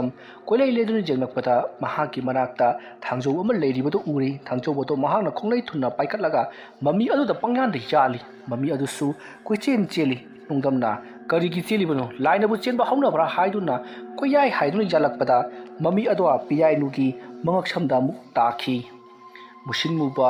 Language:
Manipuri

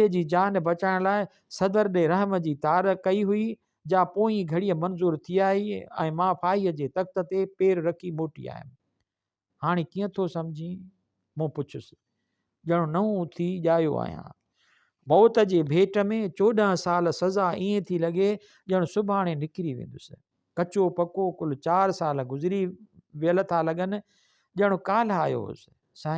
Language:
Sindhi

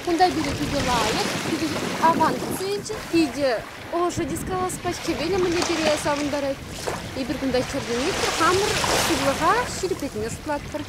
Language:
Chuvash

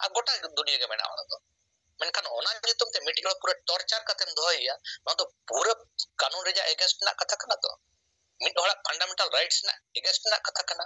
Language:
Santali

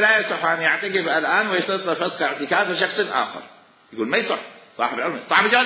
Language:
Mesopotamian Arabic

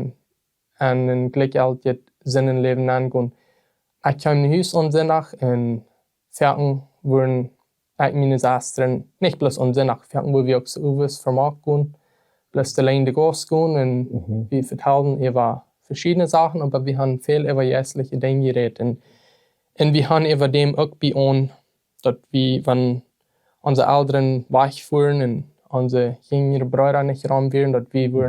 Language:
Plautdietsch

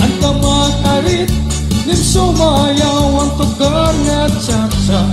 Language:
Waray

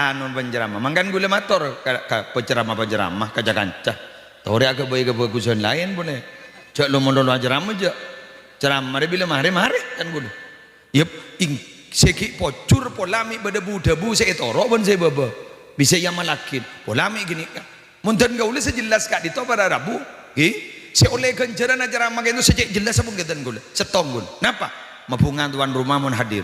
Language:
Madurese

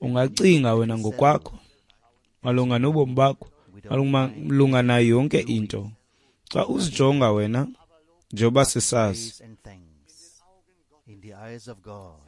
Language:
Xhosa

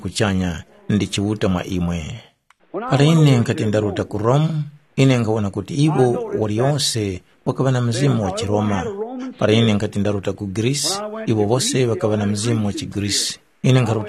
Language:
Tumbuka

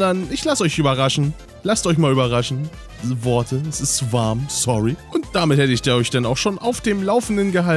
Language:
German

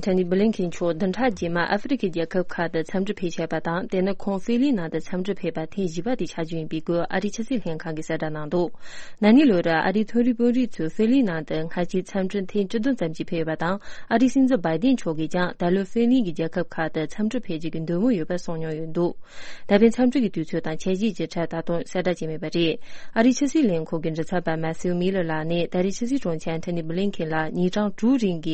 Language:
Tibetan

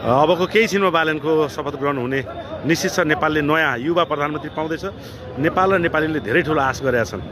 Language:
Nepali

